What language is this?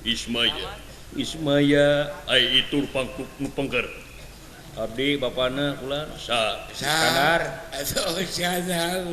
Sundanese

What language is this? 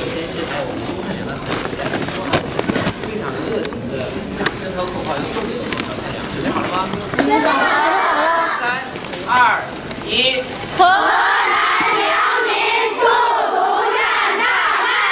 Chinese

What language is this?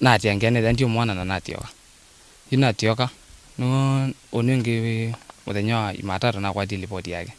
Kamba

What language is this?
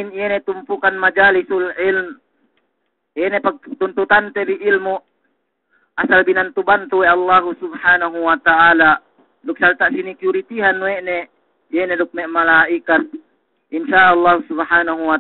Yakan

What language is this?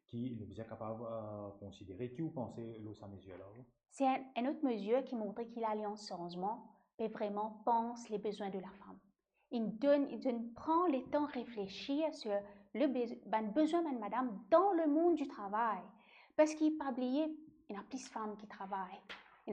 Morisyen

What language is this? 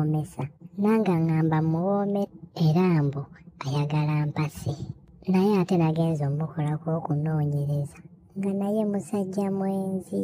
Ganda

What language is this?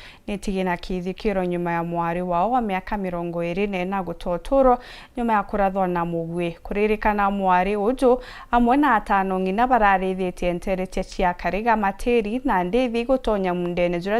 Meru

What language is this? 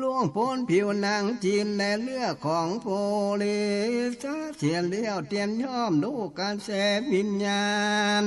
Northern Thai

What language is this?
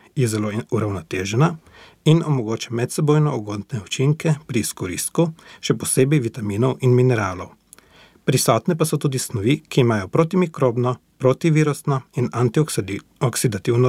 Slovenian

